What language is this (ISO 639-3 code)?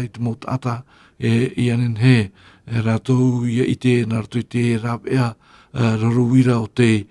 tah